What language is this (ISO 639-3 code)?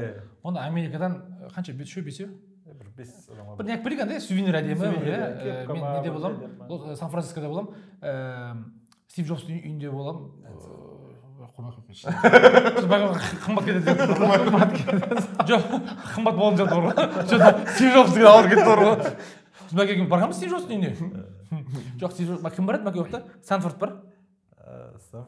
kaz